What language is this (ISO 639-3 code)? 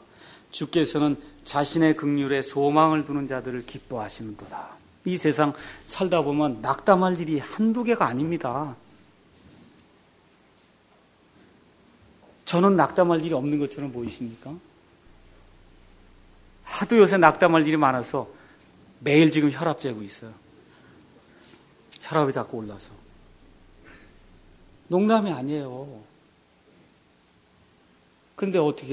kor